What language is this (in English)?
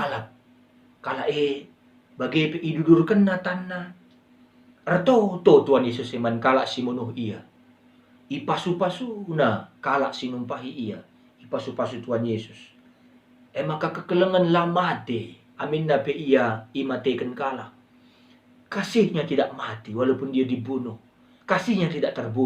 Batak Karo